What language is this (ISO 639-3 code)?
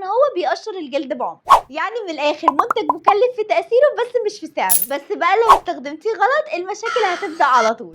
arz